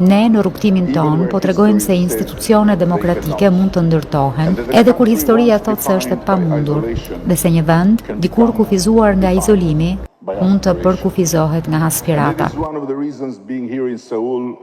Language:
Albanian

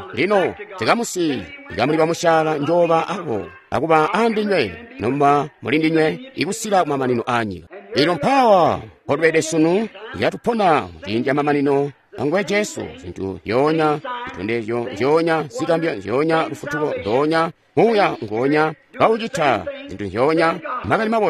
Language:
Tonga (Zambia)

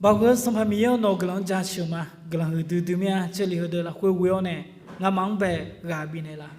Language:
Akha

